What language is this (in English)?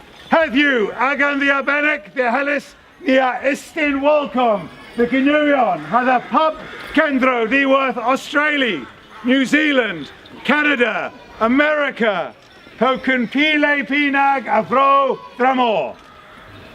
Cornish